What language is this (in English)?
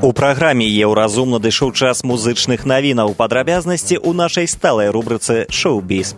Belarusian